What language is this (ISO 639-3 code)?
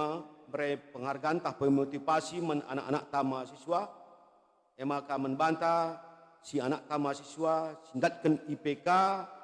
btx